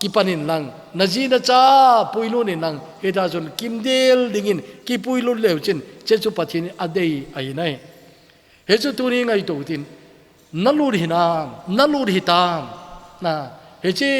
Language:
Thado Chin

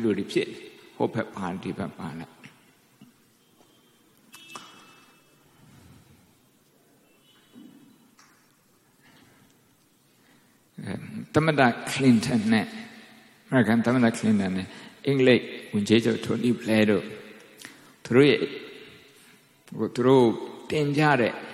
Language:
Burmese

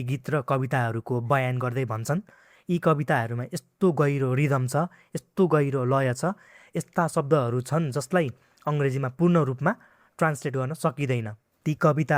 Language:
Nepali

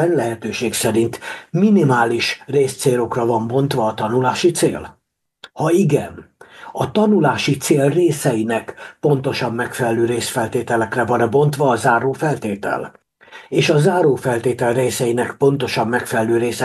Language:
Hungarian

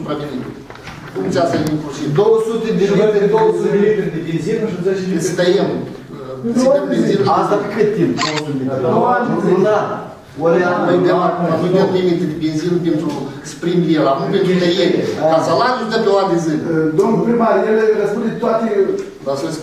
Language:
Romanian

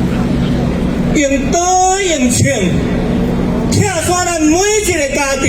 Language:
Min Nan Chinese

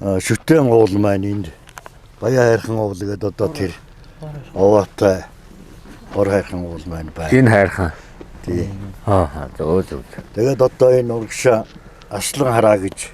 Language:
Mongolian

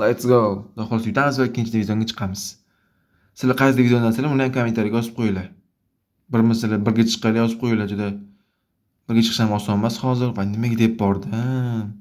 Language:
Uzbek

